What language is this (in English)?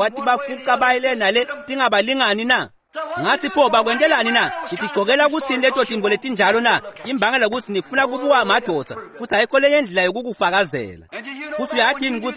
Swati